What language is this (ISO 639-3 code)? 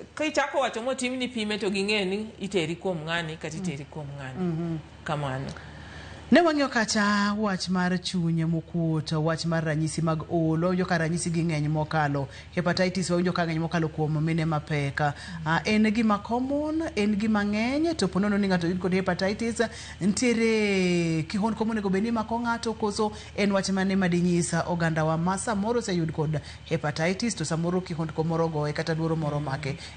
luo